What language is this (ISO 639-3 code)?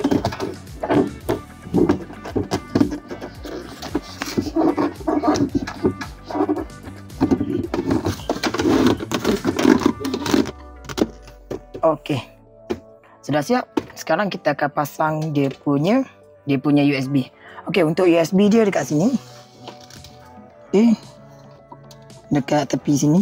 msa